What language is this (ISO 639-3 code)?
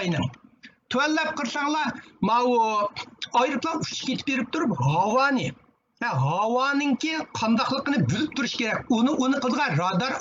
uig